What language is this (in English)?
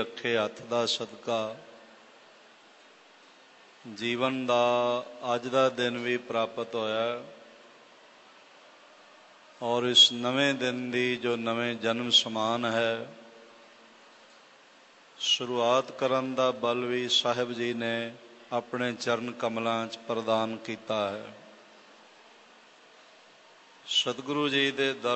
Punjabi